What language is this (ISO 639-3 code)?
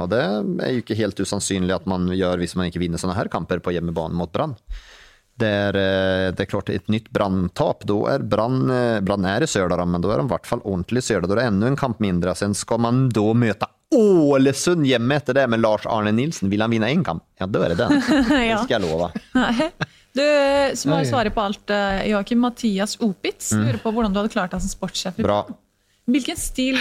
nor